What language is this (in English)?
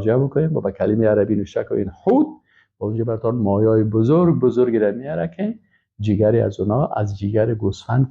Persian